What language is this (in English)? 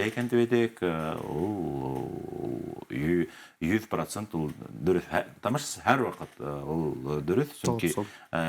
Bashkir